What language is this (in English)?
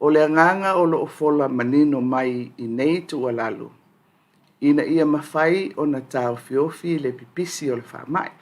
Samoan